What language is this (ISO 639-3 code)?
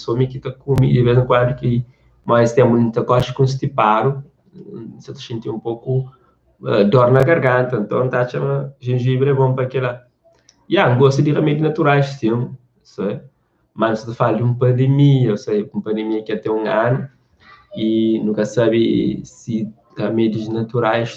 kea